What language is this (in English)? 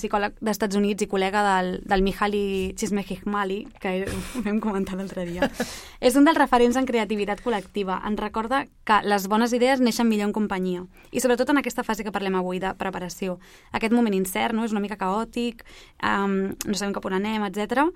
Catalan